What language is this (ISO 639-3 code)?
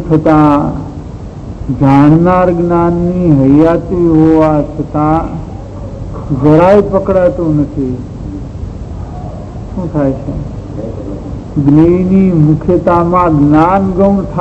guj